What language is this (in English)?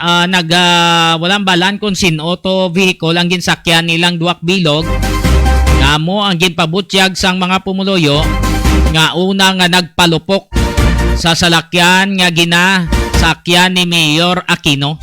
Hiligaynon